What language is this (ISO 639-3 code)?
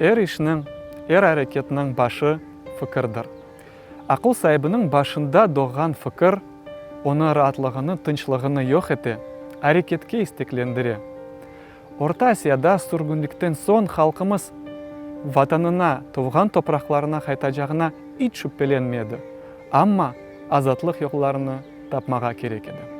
crh